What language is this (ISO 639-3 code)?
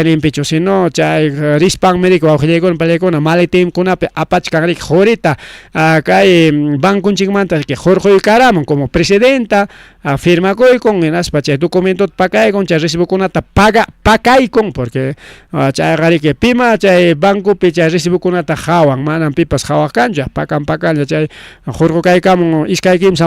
quy